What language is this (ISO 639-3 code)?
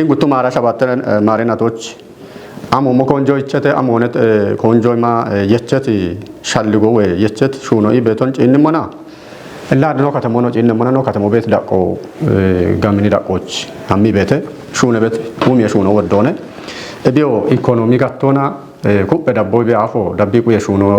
kbr